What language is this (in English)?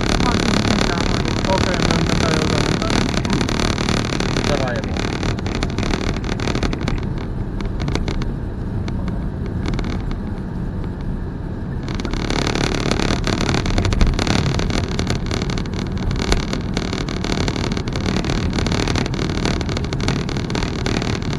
Finnish